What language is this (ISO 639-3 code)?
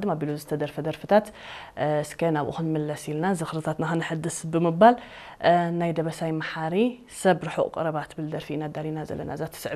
tir